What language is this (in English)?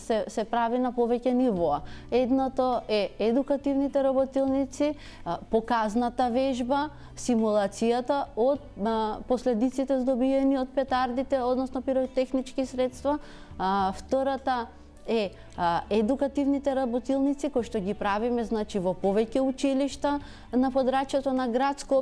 Macedonian